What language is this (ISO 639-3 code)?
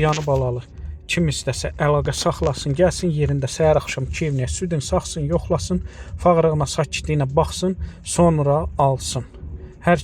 aze